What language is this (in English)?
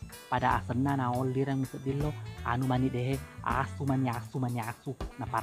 Buginese